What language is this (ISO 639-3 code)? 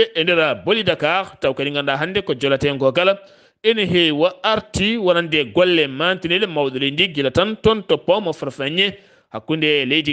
ful